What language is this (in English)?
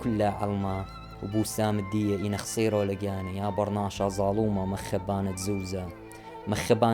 Assyrian Neo-Aramaic